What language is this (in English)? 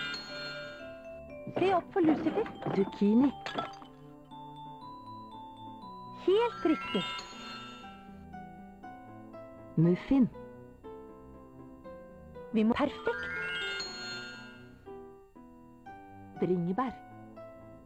Norwegian